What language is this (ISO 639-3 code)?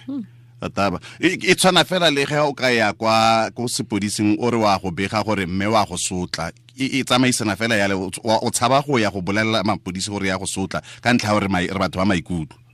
tsn